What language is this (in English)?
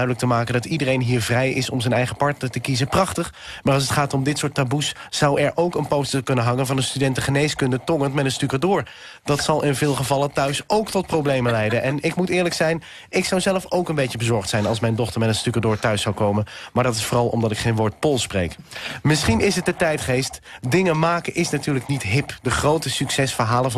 Dutch